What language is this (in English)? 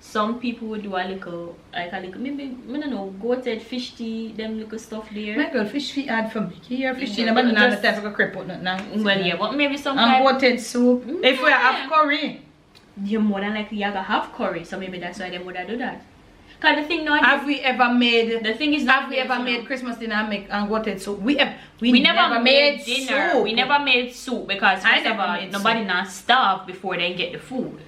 Jamaican Creole English